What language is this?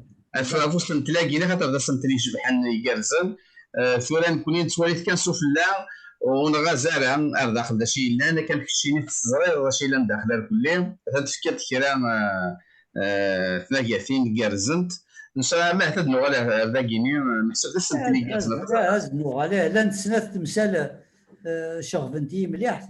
Kabyle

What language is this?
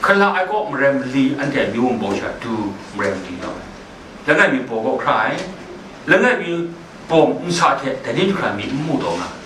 Kachin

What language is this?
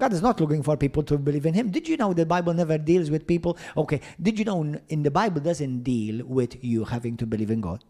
English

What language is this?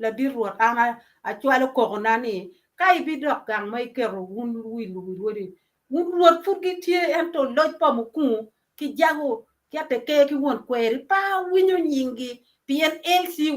Acoli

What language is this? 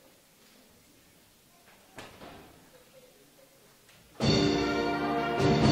English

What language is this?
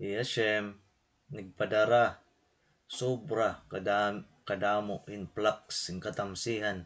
Waray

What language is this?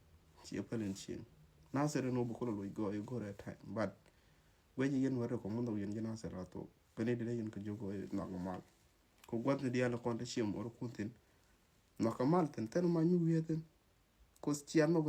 Nuer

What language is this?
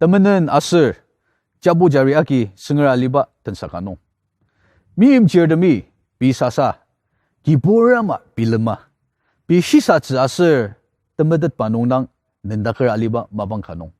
Ao Naga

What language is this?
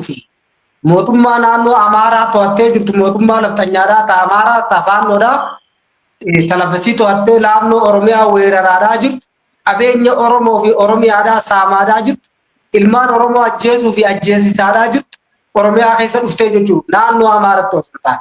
Oromo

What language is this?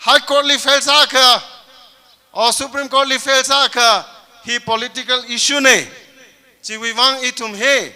Tangkhul Naga (India)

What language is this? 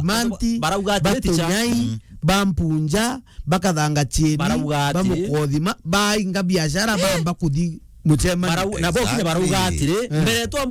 Meru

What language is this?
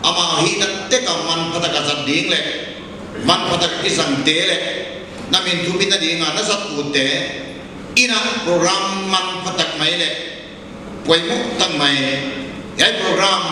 Paite Chin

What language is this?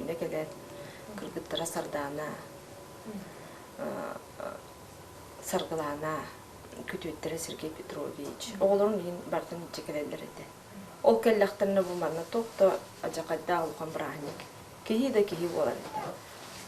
Yakut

